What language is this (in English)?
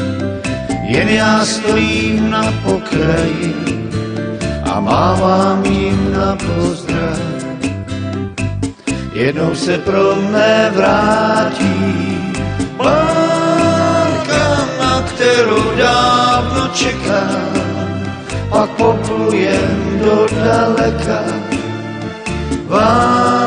Czech